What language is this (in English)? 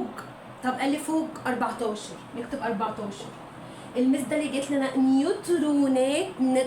Egyptian Arabic